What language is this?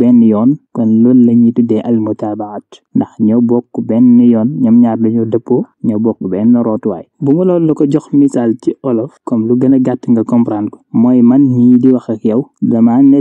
Wolof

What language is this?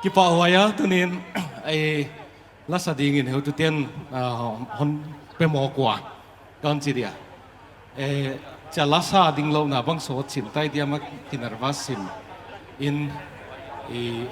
Paite Chin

